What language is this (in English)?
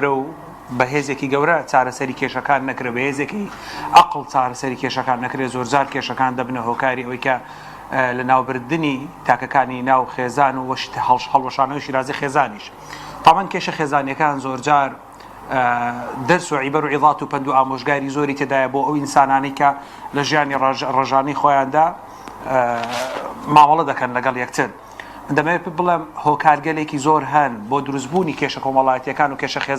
Central Kurdish